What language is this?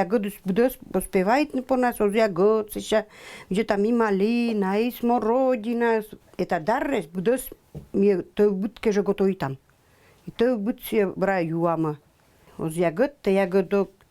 Komi-Permyak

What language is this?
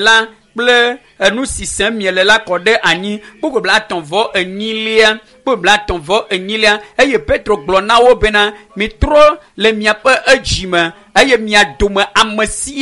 Ewe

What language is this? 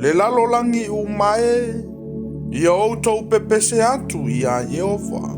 Samoan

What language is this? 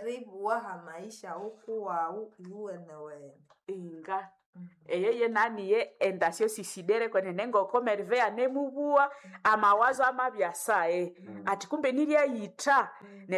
Nande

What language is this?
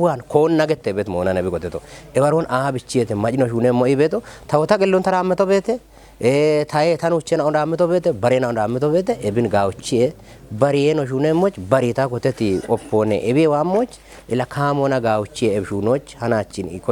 Kafa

